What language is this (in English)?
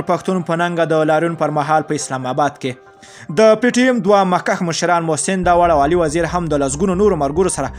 Pashto